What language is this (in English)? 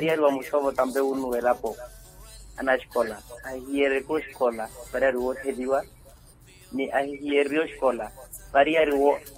Makhuwa